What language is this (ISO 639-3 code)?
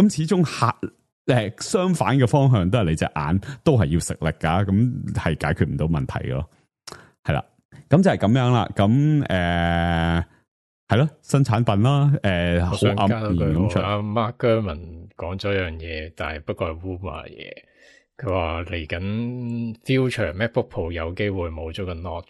yue